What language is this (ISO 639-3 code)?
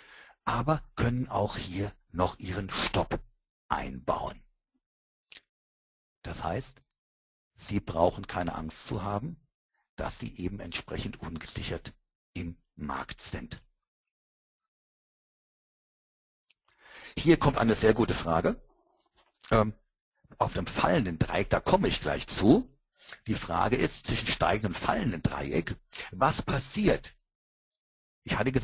deu